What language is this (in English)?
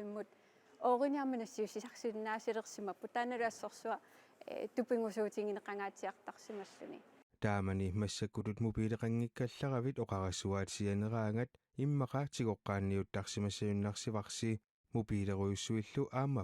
Kalaallisut